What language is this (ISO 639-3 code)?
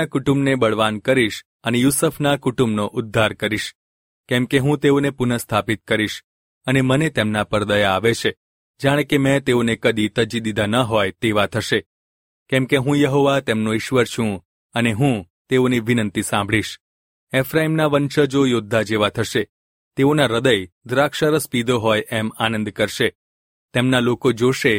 guj